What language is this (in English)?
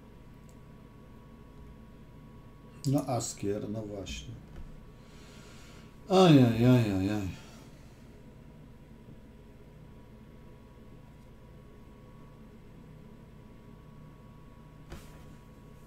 Polish